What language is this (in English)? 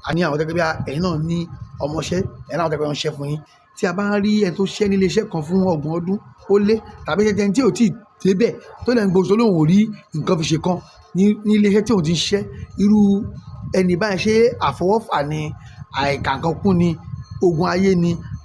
Yoruba